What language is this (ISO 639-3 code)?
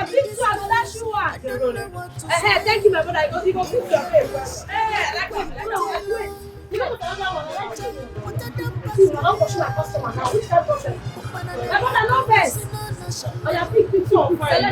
pcm